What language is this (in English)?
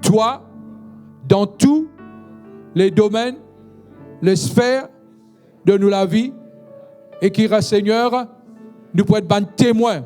Morisyen